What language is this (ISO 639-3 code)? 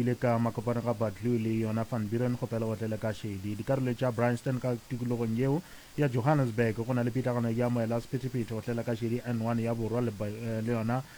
nso